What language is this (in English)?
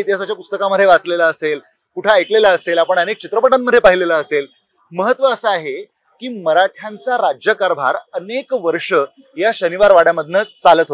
Marathi